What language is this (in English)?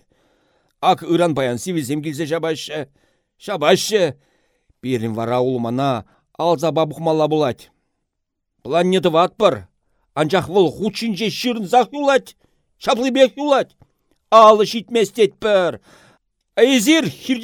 Chuvash